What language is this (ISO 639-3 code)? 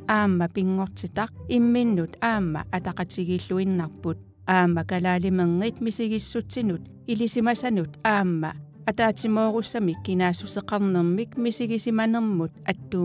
kal